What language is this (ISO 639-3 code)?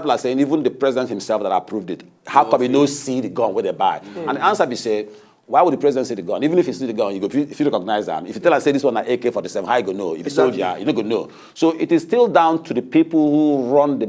pcm